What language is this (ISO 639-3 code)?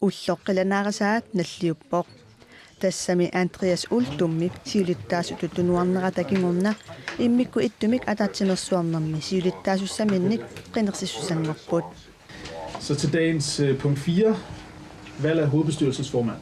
kal